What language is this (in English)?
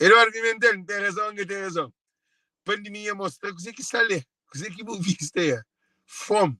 Kabuverdianu